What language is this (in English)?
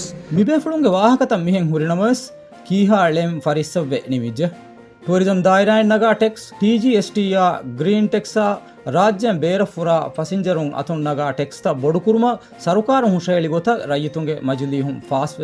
Divehi